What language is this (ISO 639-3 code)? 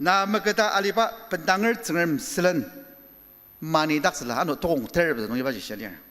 njo